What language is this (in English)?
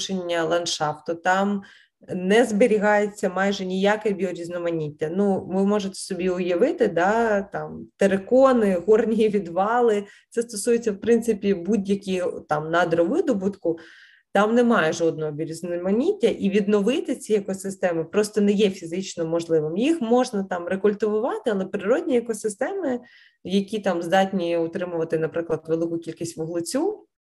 Ukrainian